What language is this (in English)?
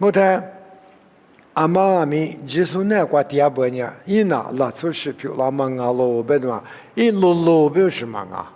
Lisu